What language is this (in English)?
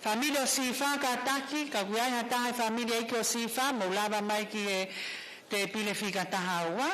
Tongan